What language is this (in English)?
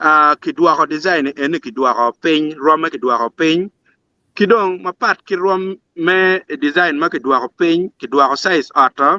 Acoli